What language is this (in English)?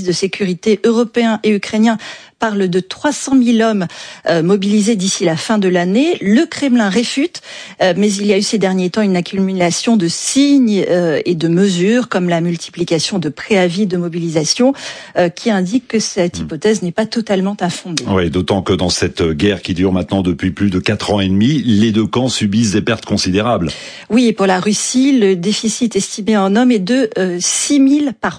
French